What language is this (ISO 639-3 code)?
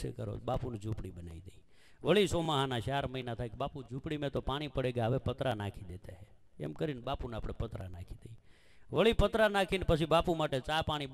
guj